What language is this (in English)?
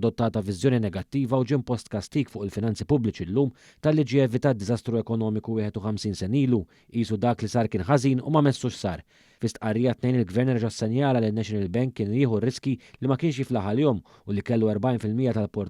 Maltese